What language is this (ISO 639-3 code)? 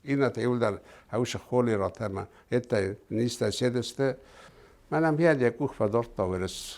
oss